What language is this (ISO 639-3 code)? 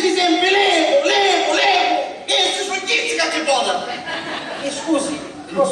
scn